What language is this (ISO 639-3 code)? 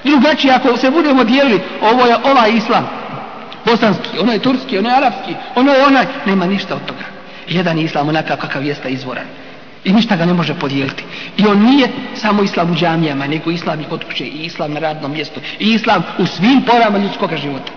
bos